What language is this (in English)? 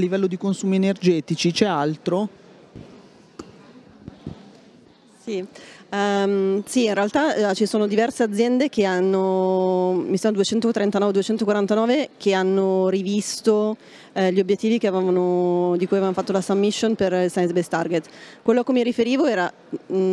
Italian